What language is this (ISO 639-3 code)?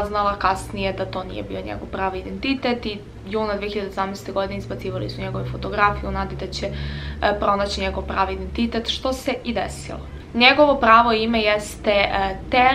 srp